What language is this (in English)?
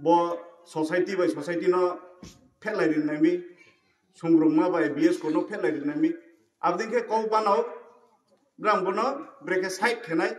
Kok Borok